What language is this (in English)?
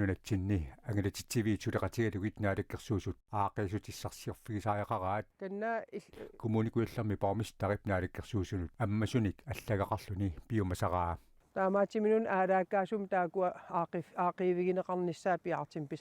Kalaallisut